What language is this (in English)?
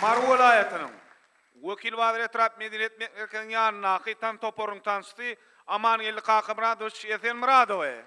Turkmen